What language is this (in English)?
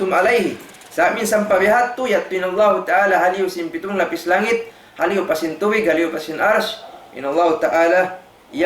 Tausug